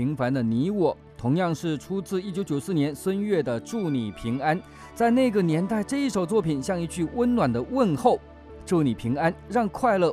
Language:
Chinese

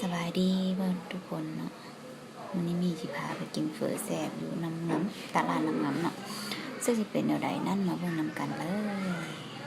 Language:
Lao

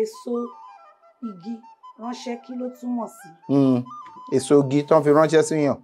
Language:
Yoruba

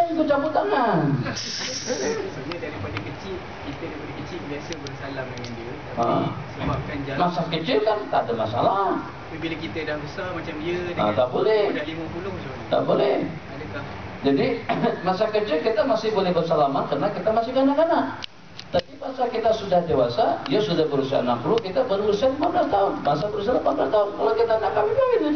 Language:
Malay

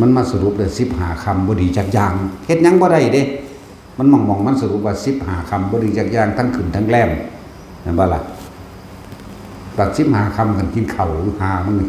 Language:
Northeastern Thai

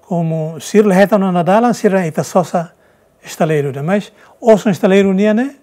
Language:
Tetum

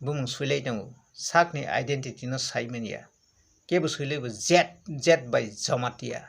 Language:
Kok Borok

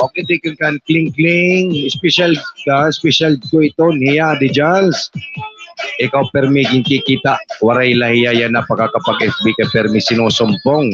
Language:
Waray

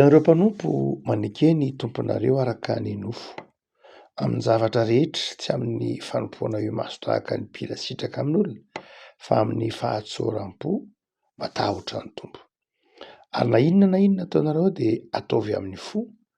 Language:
Malagasy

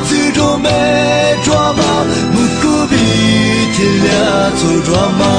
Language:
Lisu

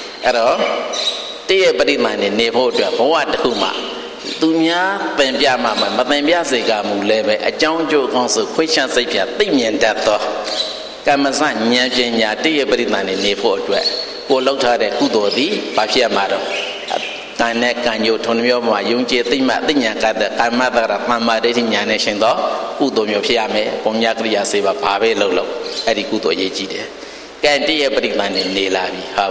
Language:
Burmese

